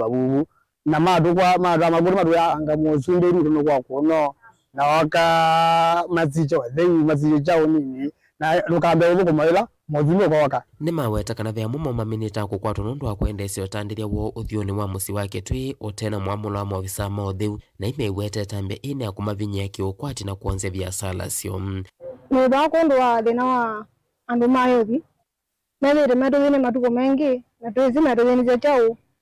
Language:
Kamba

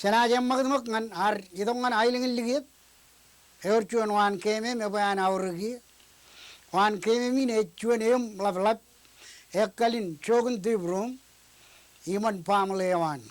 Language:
Marshallese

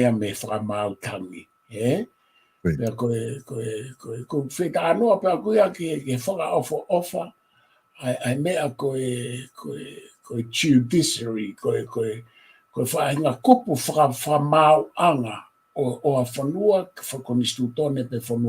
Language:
Tongan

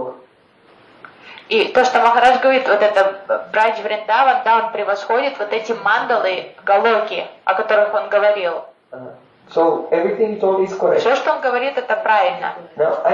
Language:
Russian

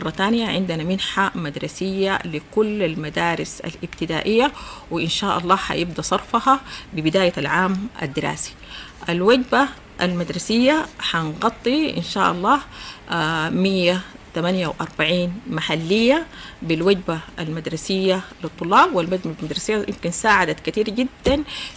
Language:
Sudanese Arabic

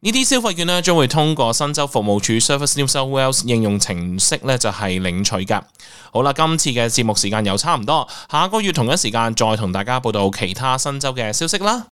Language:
Cantonese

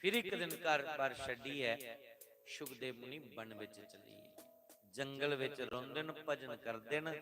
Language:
Dogri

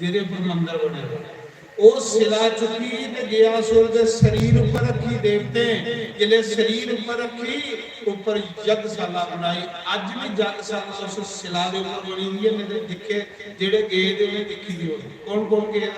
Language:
Dogri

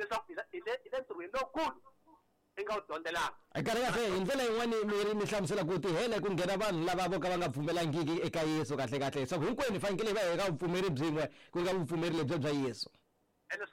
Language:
Tsonga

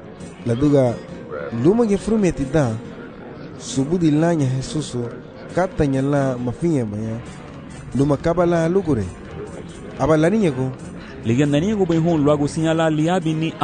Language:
Garifuna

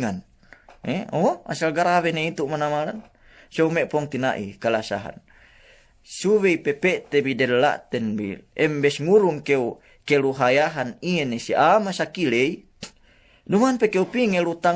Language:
Yakan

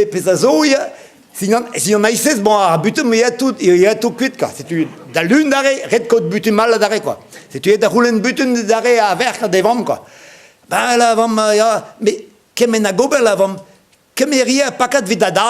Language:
Breton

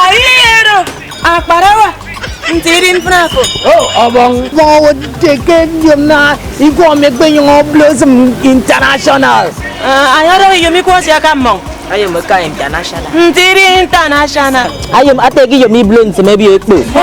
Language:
Efik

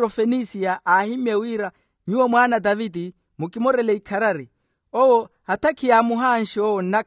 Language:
Makhuwa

